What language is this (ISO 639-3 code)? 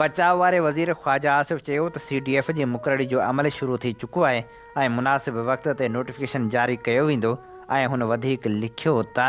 snd